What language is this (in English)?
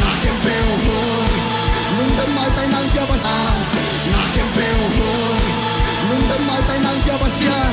Tedim Chin